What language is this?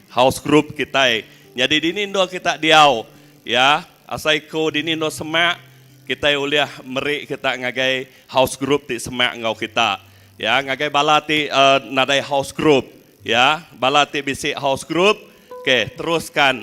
Iban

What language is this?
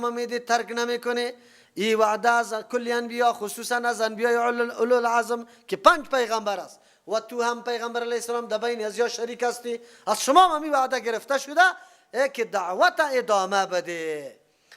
Persian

